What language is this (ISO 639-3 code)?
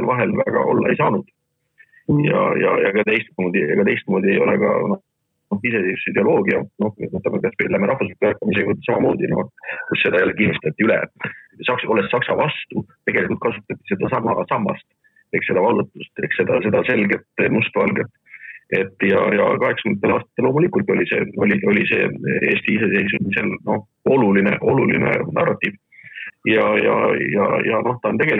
est